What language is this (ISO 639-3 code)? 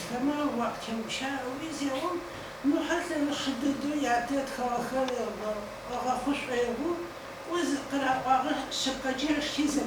ady